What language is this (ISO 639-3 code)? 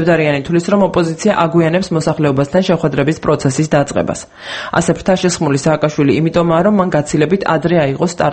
kat